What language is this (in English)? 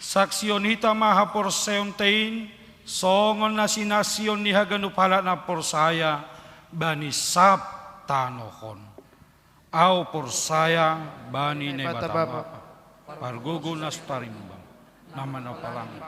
Batak Simalungun